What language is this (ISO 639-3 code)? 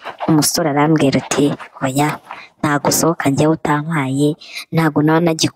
kin